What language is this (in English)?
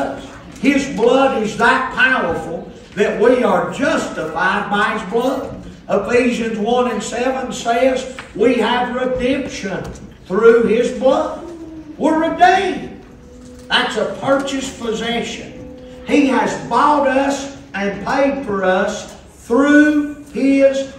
English